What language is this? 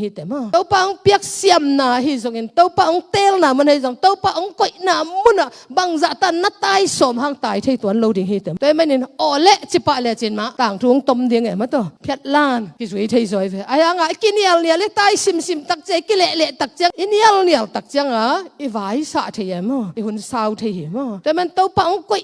Tedim Chin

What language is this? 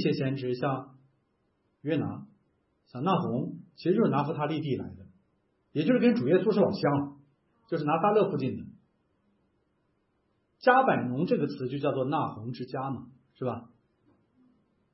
Chinese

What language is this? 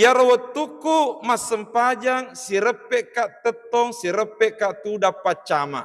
Buginese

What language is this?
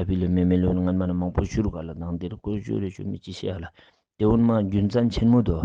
Ladakhi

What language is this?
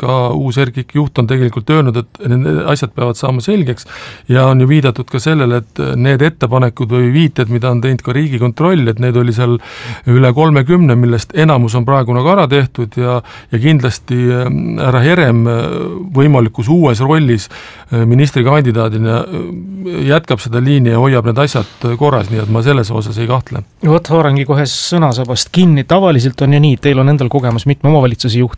Estonian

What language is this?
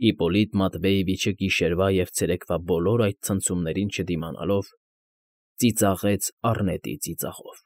Armenian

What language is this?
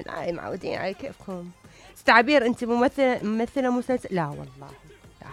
Mesopotamian Arabic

